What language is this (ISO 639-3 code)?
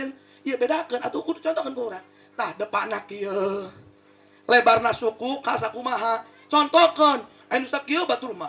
sun